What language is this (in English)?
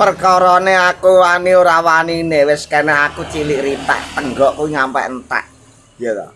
Javanese